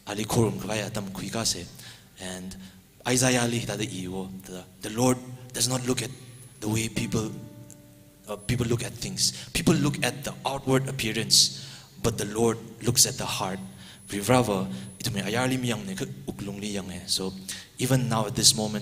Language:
Tangkhul Naga (India)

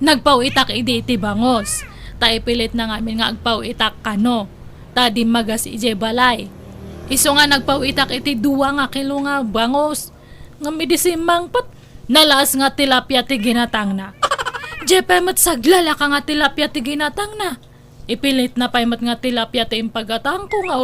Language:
Iloko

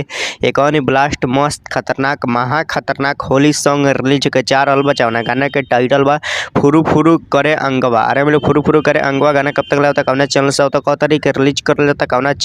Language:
Bhojpuri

